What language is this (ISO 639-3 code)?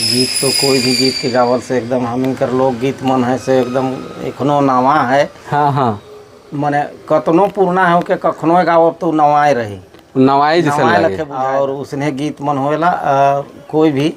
sck